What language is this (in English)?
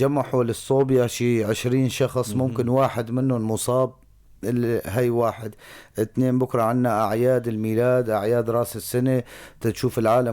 North Levantine Arabic